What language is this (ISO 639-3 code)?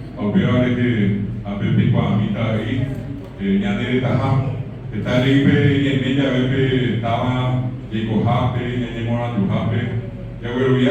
grn